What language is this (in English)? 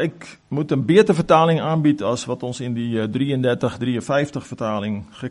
Afrikaans